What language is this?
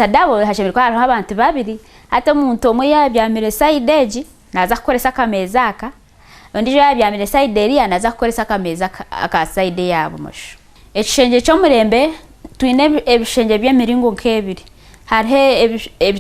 Nyankole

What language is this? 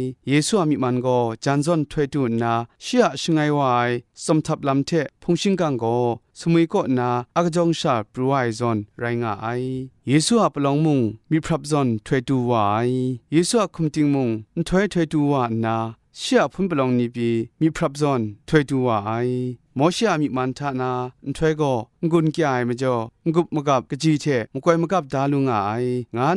Kachin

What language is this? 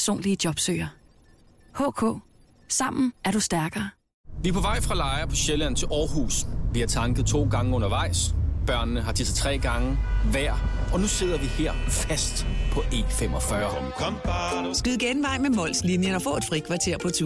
Danish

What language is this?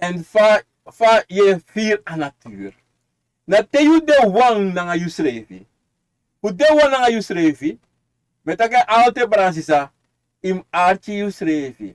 Sranan Tongo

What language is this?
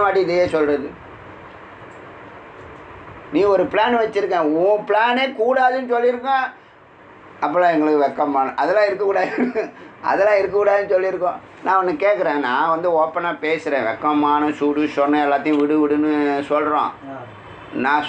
Tamil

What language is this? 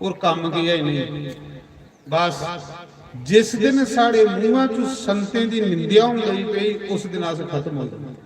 Dogri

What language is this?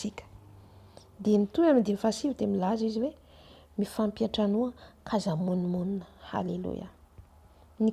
Malagasy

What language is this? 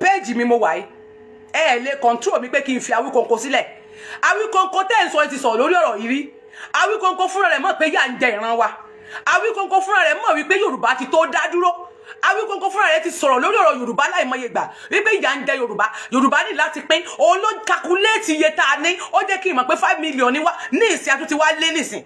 Yoruba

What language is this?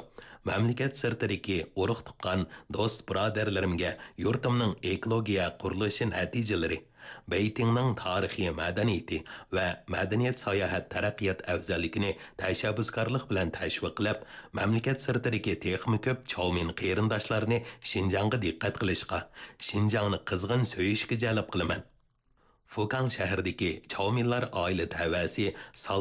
Uyghur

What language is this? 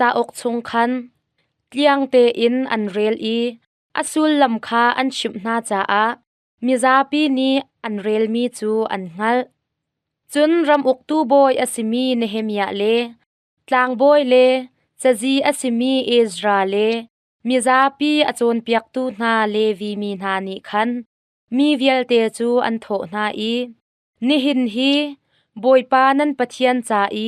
Hakha Chin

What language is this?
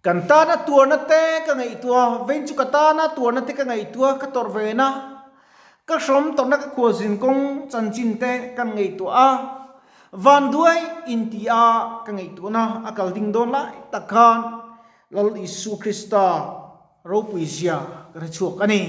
Mizo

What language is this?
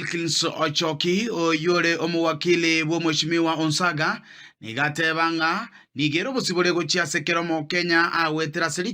Gusii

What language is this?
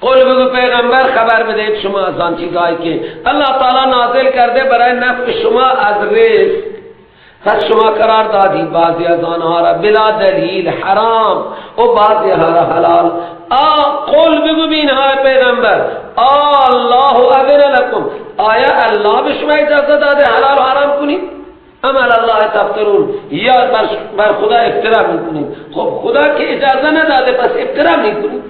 Persian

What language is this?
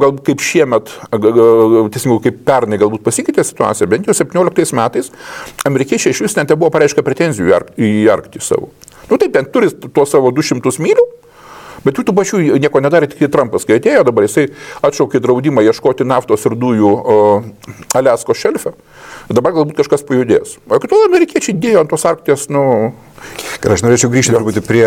Lithuanian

